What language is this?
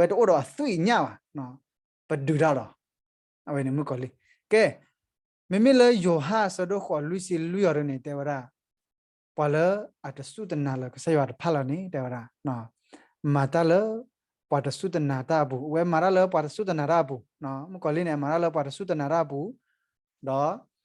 S'gaw Karen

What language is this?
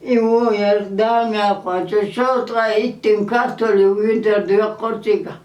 Chechen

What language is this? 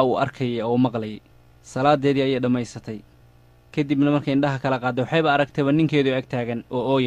Somali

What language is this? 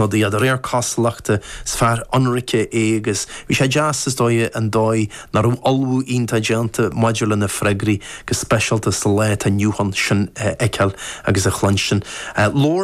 Irish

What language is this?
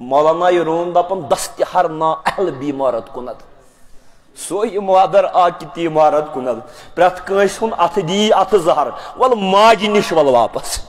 Kashmiri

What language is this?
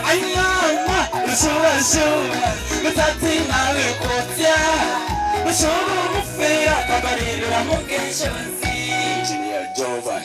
Nyankole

